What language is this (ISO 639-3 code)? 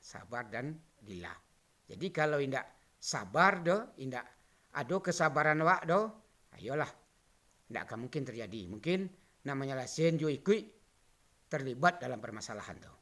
min